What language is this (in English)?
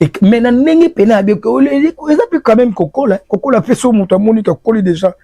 Lingala